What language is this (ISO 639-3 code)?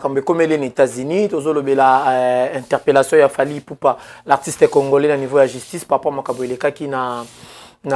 lin